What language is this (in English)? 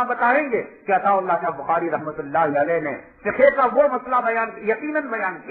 Urdu